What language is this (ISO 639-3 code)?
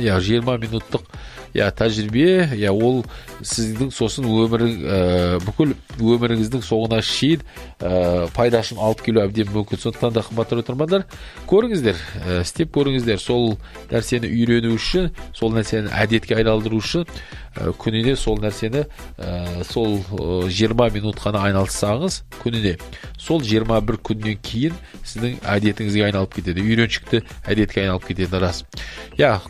kaz